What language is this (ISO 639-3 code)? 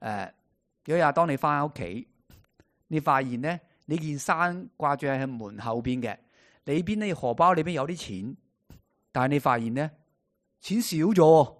yue